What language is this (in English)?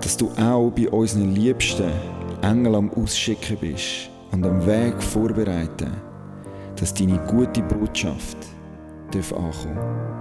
Swiss German